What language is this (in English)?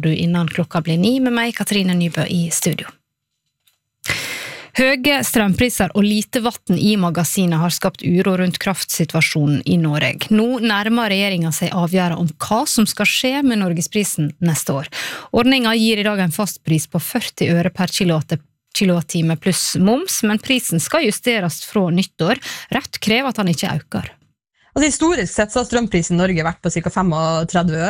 Norwegian